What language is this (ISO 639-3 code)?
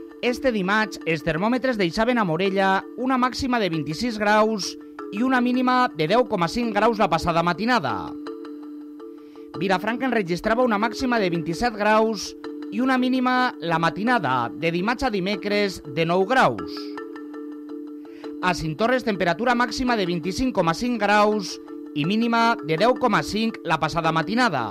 cat